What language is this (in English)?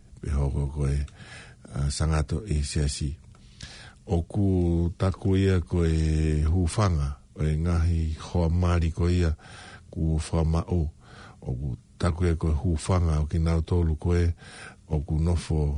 Tongan